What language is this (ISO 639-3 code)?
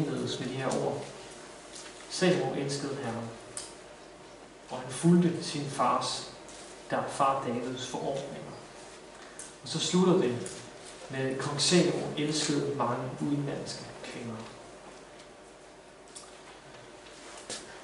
dan